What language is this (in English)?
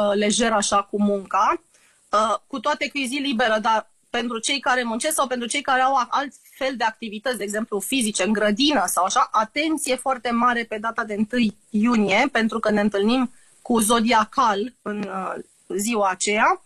Romanian